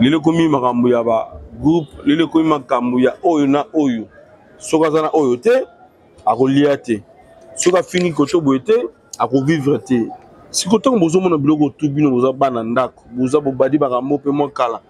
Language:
Lingala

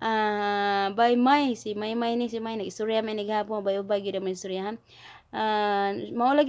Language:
Cebuano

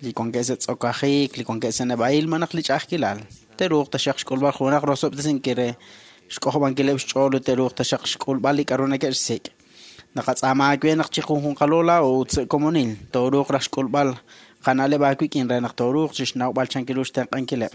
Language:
Kekchí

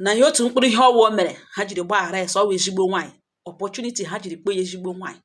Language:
Igbo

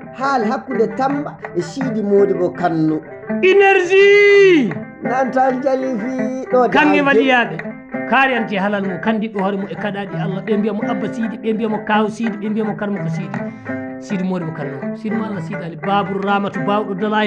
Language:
Maasina Fulfulde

